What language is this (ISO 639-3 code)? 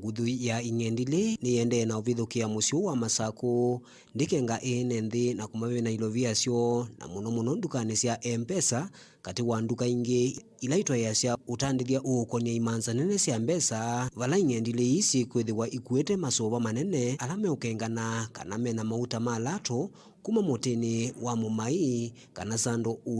kam